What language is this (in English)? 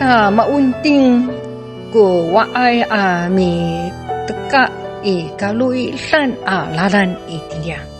Amis